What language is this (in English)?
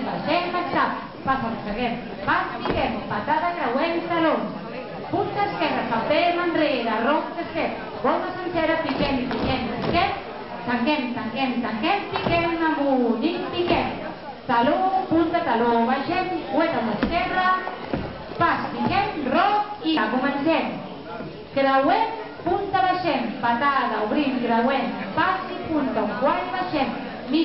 Catalan